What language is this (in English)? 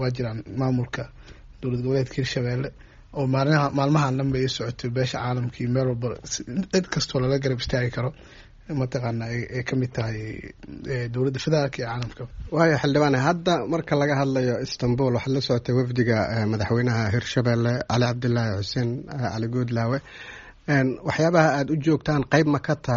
Somali